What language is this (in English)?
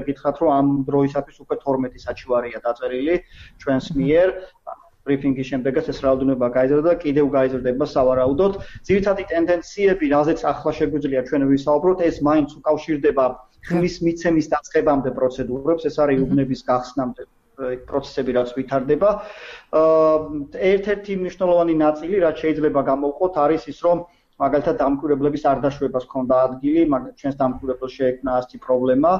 Georgian